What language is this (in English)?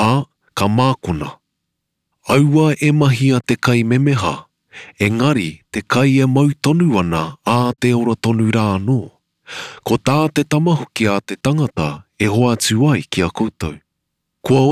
Māori